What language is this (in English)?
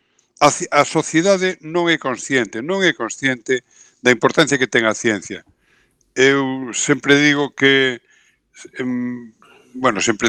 Galician